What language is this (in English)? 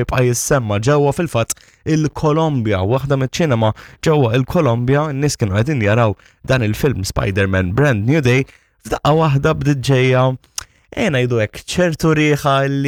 Maltese